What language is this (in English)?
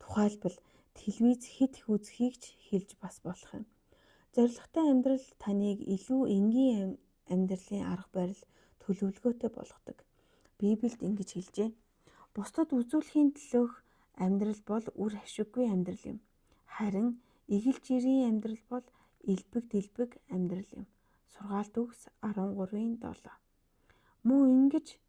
Mongolian